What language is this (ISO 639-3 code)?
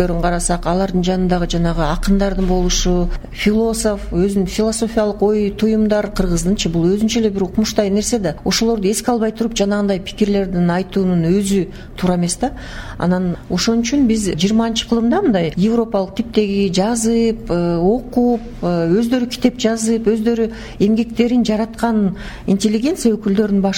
kir